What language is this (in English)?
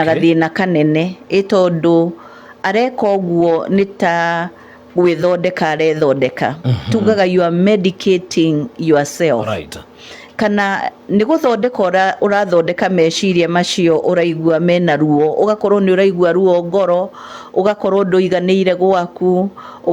Kikuyu